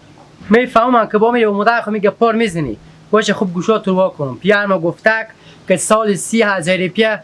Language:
Hazaragi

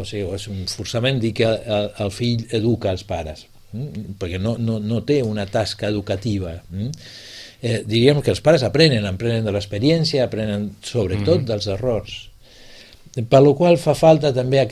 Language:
Catalan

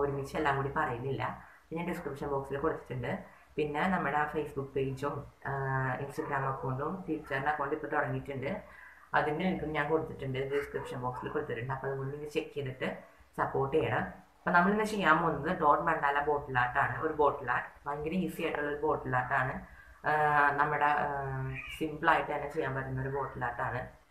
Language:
Malayalam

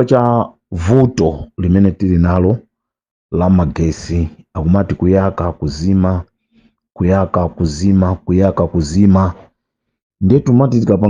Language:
Nyanja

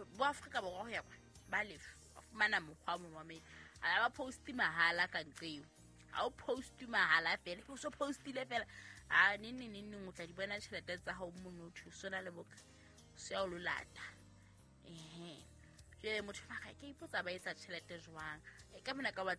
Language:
Southern Sotho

